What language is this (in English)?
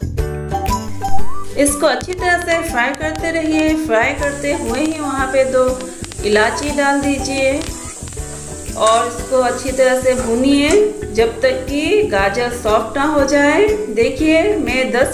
Hindi